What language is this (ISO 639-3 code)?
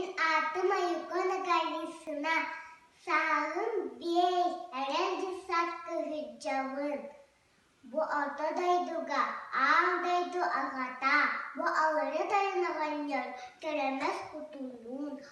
sah